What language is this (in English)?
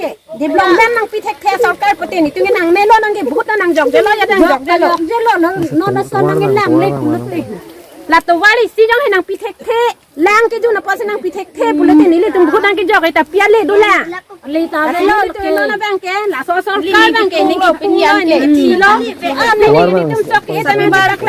Karbi